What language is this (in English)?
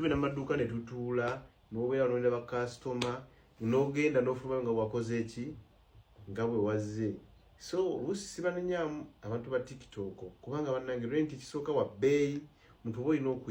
Ganda